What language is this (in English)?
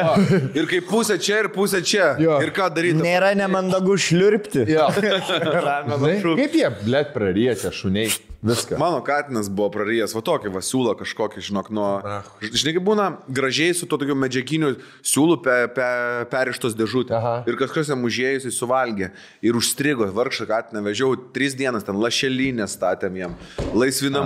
Lithuanian